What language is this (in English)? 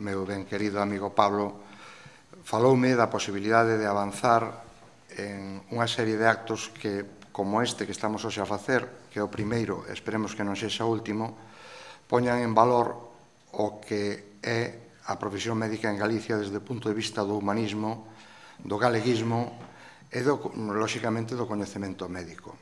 Galician